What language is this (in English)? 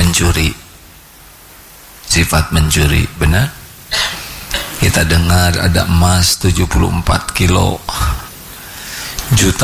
Indonesian